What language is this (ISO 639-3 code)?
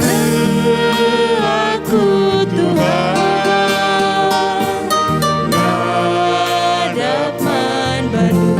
btx